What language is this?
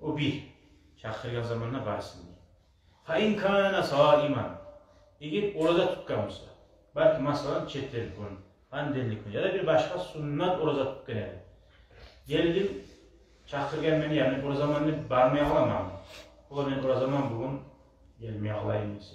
Kumyk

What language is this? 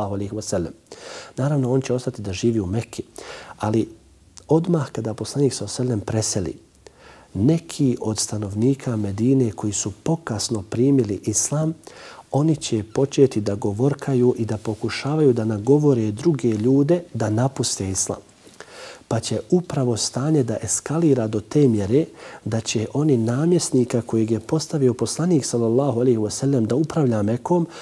Bosnian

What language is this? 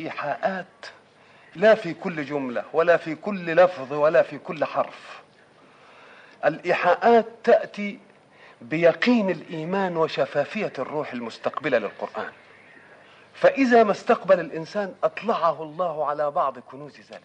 Arabic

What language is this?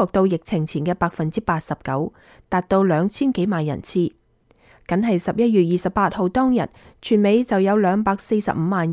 Cantonese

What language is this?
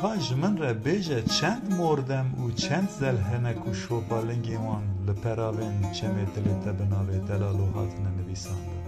Kurdish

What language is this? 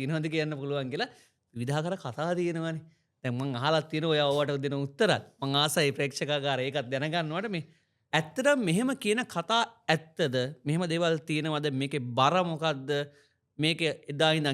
Sinhala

